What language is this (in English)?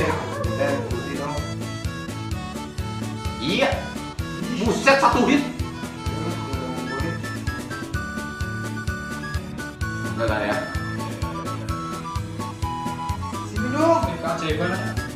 Indonesian